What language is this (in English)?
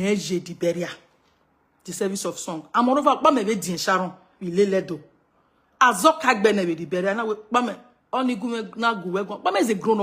Nigerian Pidgin